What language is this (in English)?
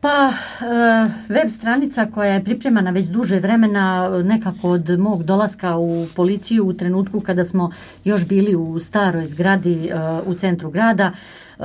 Croatian